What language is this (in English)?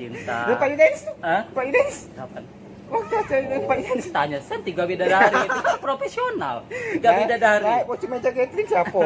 Musi